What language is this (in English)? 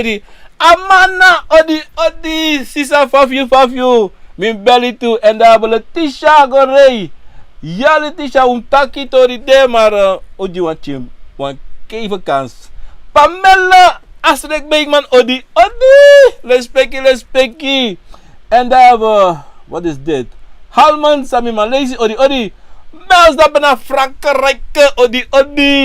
Sranan Tongo